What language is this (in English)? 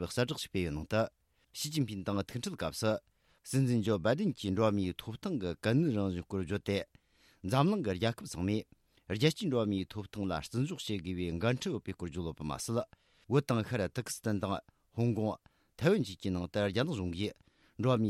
Tibetan